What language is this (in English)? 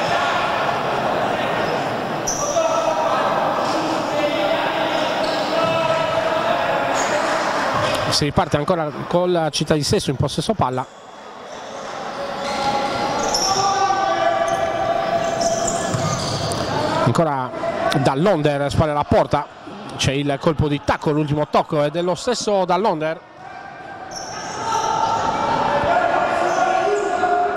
Italian